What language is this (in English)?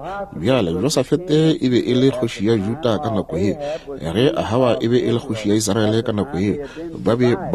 Northern Sotho